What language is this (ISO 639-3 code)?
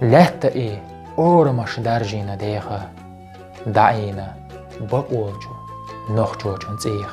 che